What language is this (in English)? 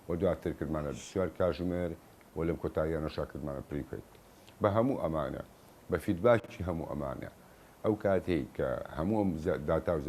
Central Kurdish